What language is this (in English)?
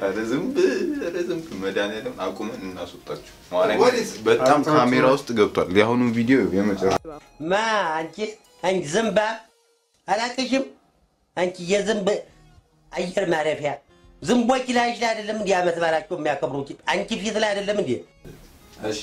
Amharic